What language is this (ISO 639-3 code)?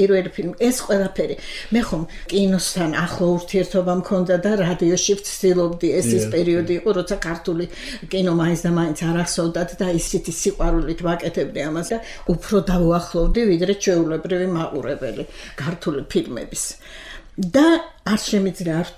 kat